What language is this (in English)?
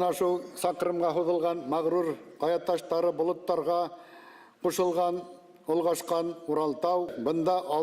Bashkir